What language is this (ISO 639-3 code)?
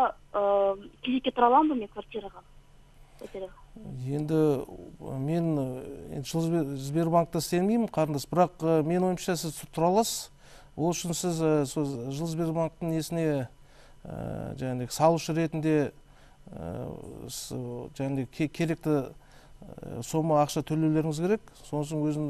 kaz